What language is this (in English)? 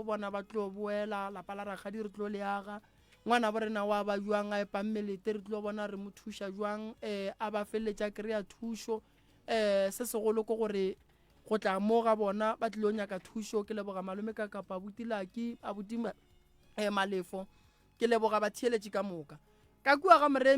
Northern Sotho